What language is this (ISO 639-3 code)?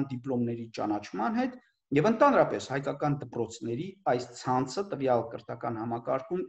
hye